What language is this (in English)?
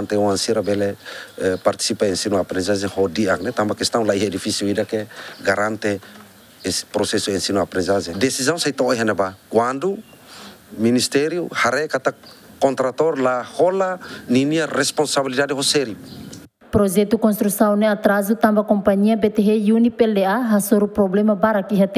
Tetum